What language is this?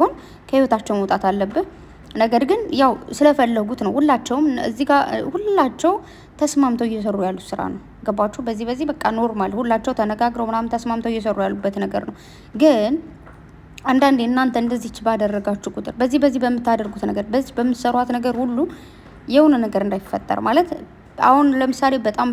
Amharic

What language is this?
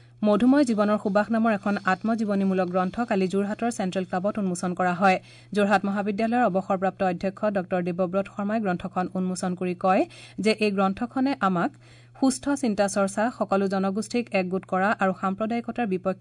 Assamese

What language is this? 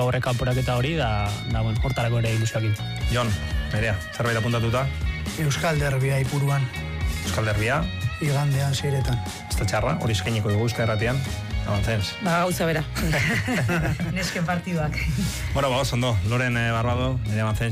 Basque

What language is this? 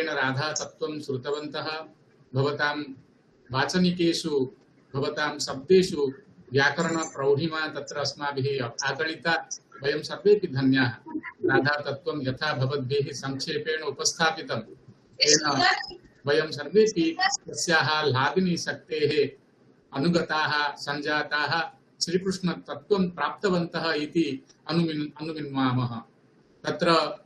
Sanskrit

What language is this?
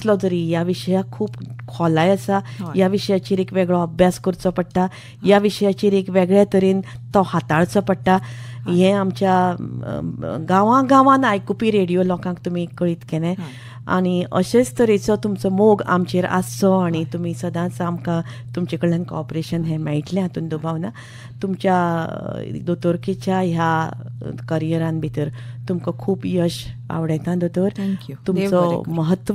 Konkani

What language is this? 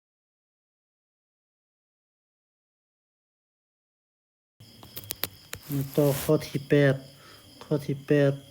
Lao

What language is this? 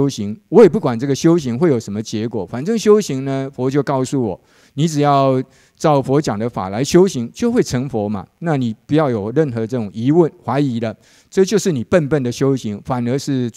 Chinese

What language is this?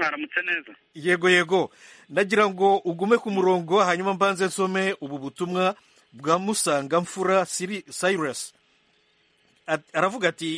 Kinyarwanda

